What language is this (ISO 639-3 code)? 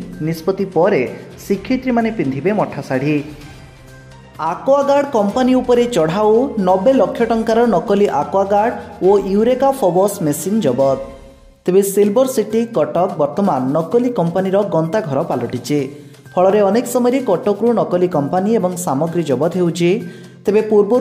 ori